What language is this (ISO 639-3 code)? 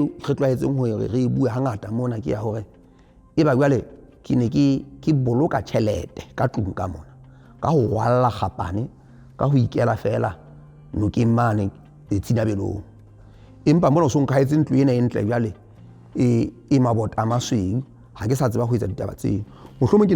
sot